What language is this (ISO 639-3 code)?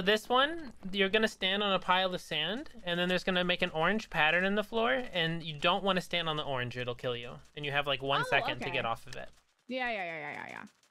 eng